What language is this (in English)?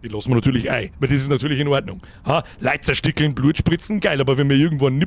Bavarian